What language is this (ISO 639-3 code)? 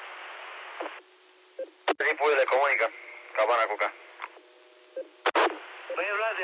ron